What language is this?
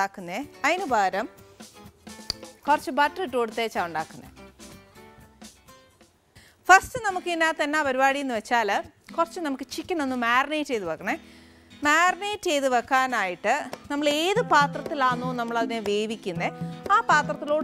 Malayalam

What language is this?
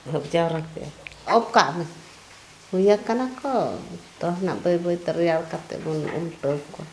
Santali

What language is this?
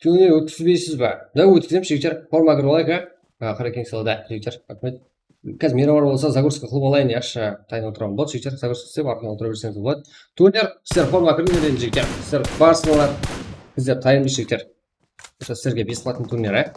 Kara-Kalpak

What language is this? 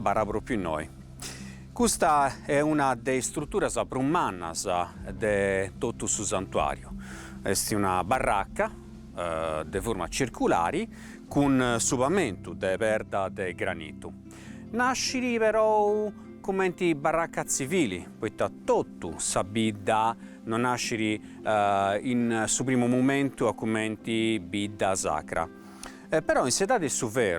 Sardinian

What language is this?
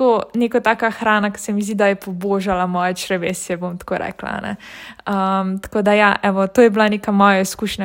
Slovenian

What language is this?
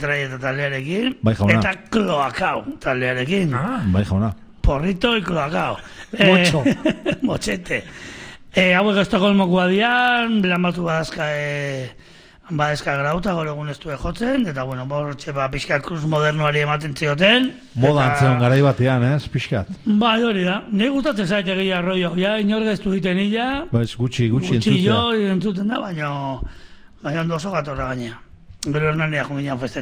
Basque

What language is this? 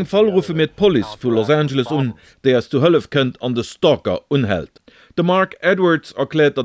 Luxembourgish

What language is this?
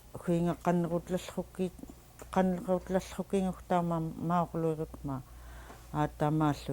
Central Yupik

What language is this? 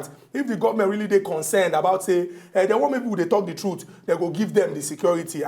Nigerian Pidgin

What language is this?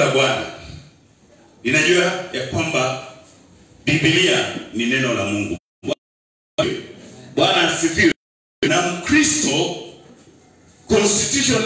Swahili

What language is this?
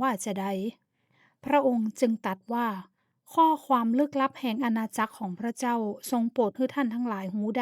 Northern Thai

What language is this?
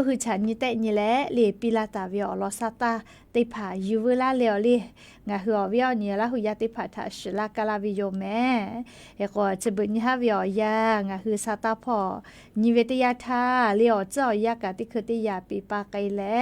Lahu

